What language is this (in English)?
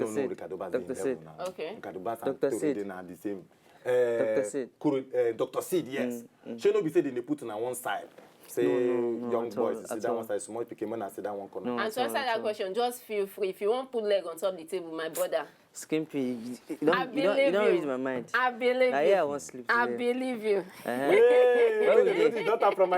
Nigerian Pidgin